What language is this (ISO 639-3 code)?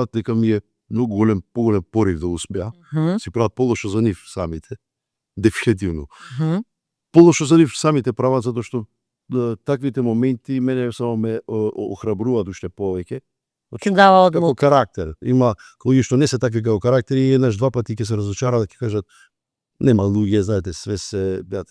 mkd